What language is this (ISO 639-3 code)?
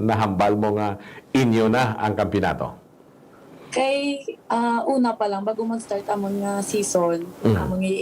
hil